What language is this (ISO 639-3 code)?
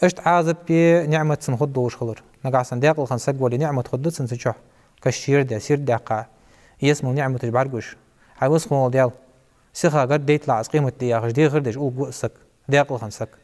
inh